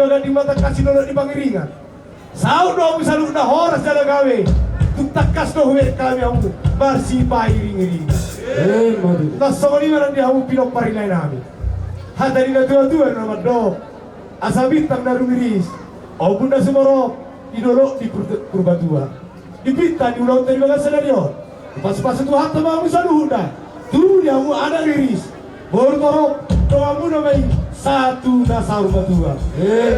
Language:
Batak Toba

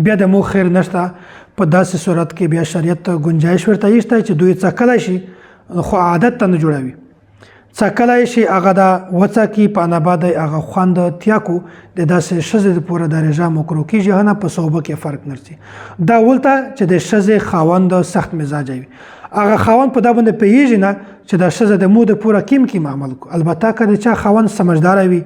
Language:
Pashto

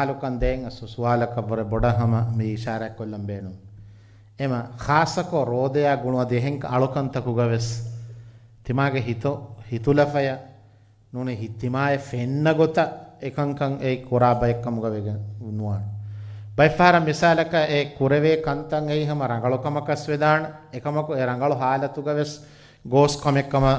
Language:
Divehi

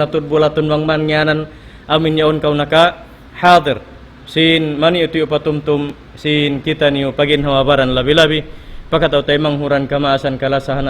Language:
Tausug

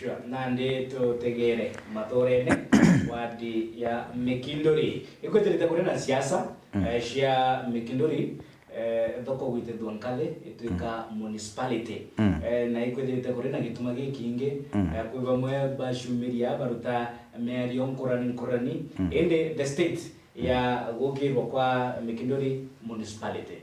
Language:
Meru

